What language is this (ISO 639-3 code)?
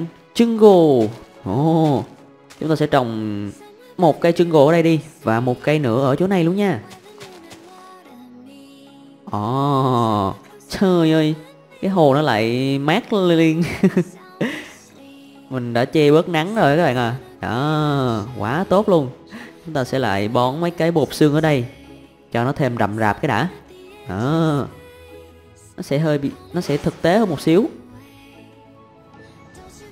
vie